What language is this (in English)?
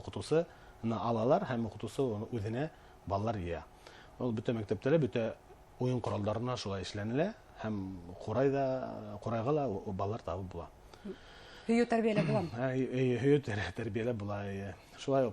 Bashkir